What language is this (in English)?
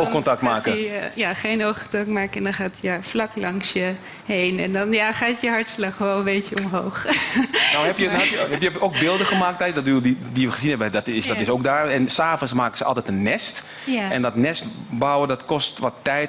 Dutch